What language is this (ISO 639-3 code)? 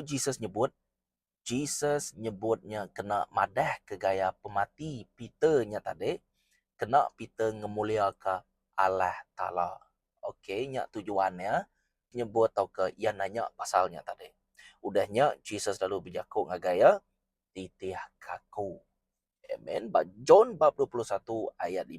iba